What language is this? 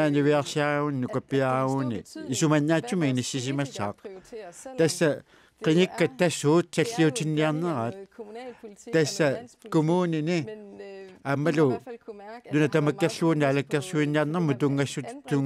Kalaallisut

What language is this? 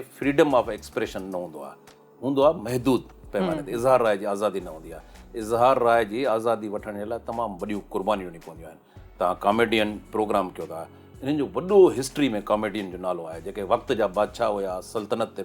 Sindhi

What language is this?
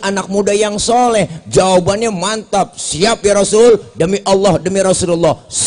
Betawi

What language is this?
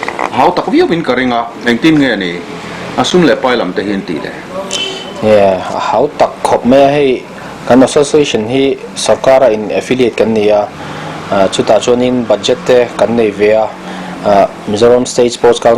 Mizo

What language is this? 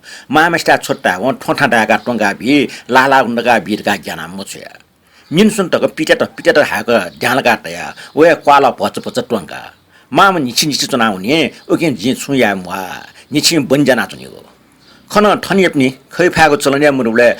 Newari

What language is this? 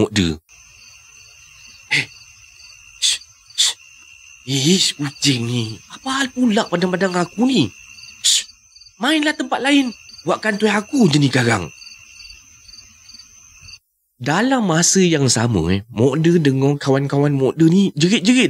Malay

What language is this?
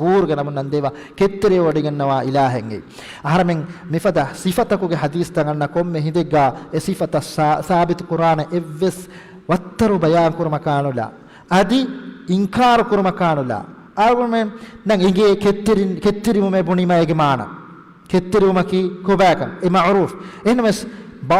Divehi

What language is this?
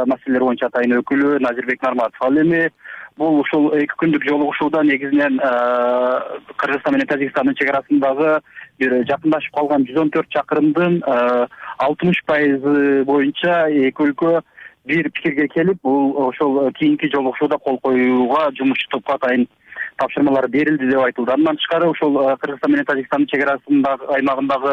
Kyrgyz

